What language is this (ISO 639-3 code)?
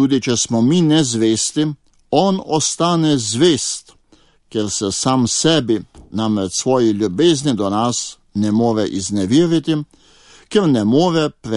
slv